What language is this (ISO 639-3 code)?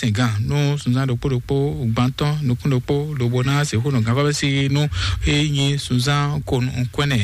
fon